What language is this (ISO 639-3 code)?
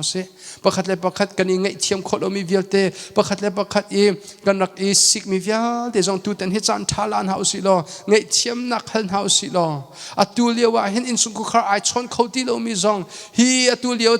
cnh